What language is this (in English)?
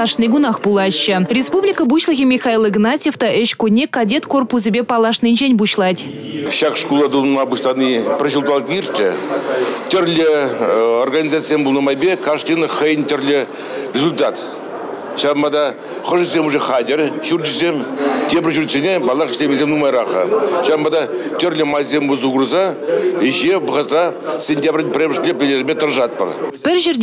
Chuvash